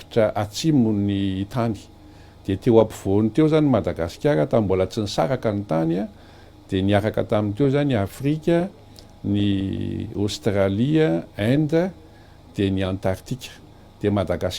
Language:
Malagasy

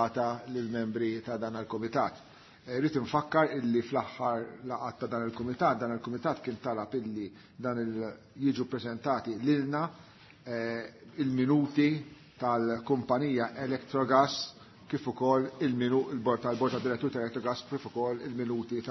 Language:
Maltese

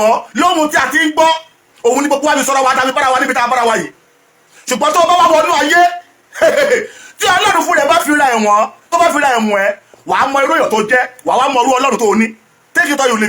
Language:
Yoruba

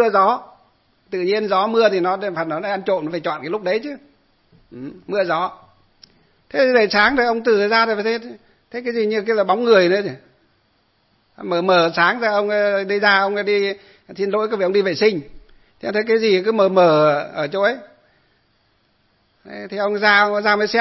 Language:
Vietnamese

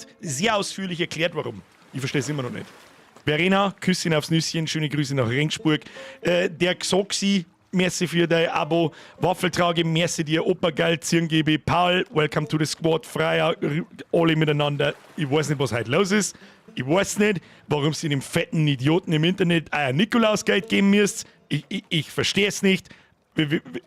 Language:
Bavarian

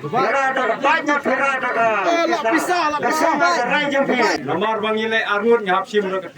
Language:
Khasi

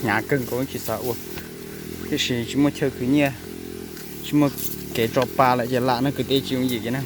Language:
Hmong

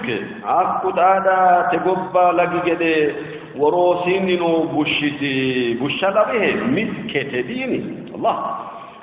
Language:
Sidamo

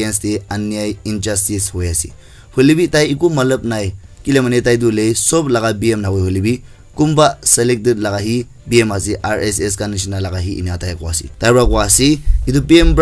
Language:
Naga Pidgin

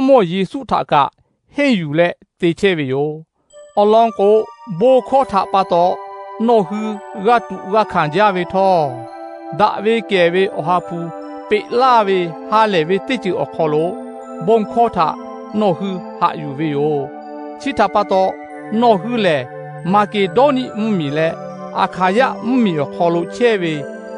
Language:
Lahu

